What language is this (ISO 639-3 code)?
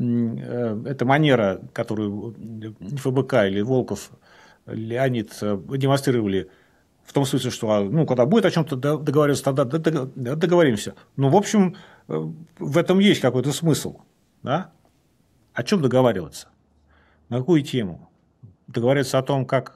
rus